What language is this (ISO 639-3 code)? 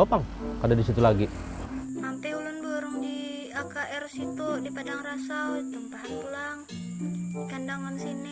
bjn